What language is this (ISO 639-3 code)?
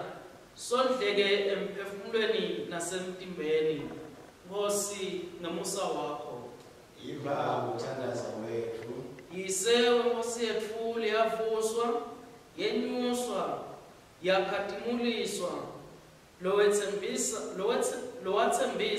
ssw